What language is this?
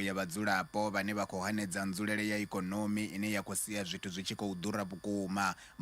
Venda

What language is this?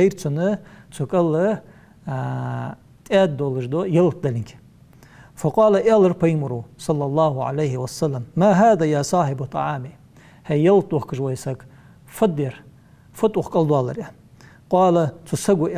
Ingush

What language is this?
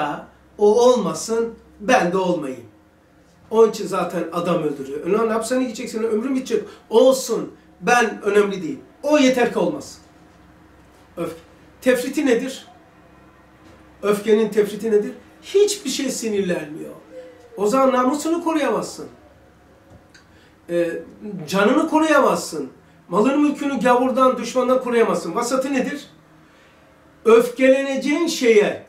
Turkish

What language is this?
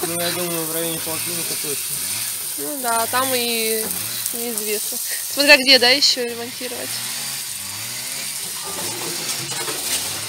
Russian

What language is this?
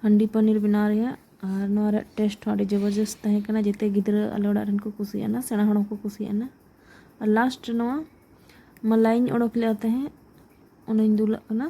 Santali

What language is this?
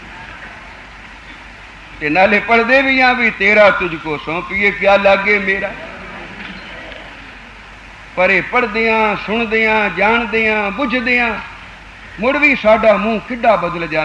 Punjabi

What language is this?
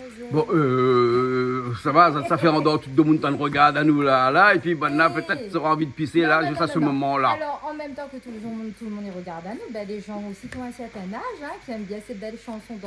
Réunion Creole French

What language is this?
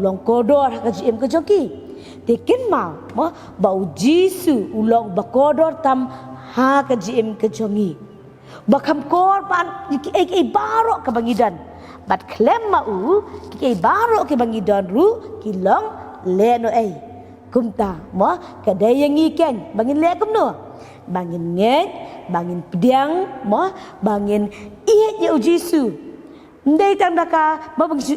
Khasi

